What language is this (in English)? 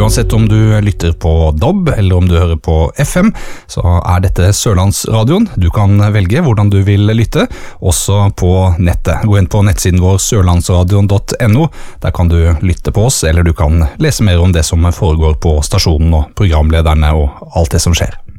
Norwegian